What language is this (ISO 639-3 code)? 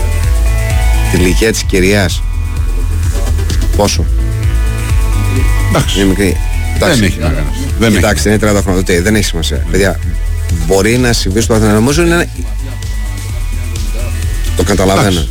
ell